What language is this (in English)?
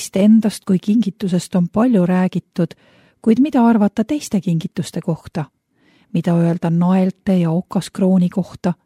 Estonian